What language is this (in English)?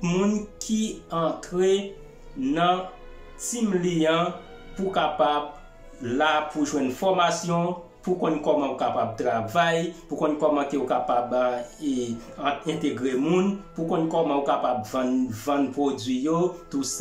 Haitian Creole